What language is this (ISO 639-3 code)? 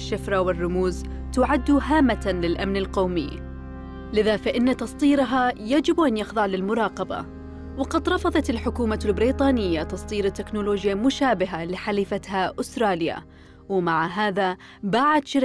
ara